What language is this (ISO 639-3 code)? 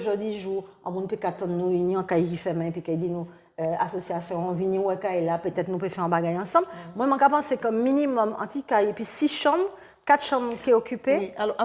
gcf